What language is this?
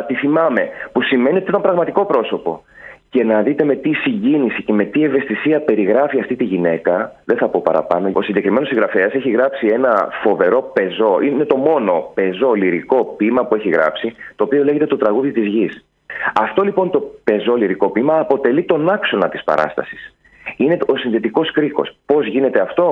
Greek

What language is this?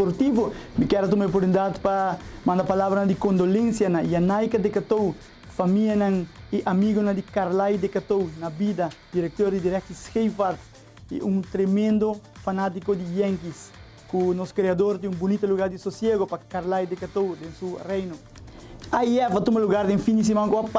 Papiamento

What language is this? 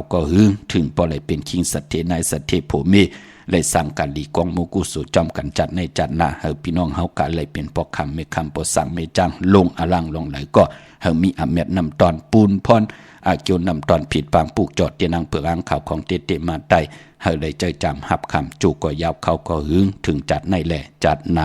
Shan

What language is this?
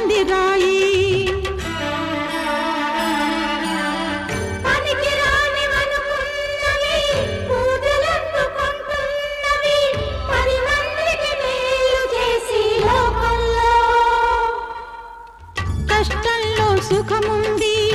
Telugu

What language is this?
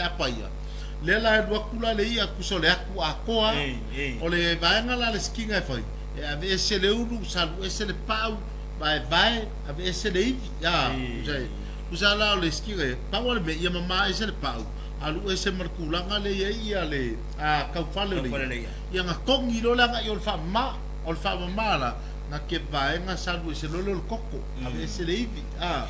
Samoan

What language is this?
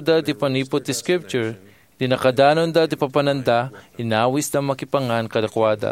Iloko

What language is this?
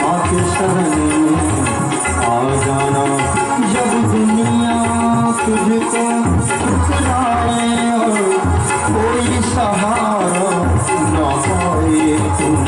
Maithili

